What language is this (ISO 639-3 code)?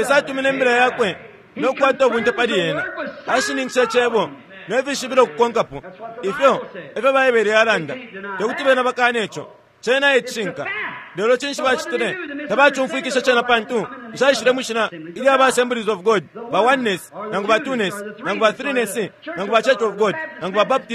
bem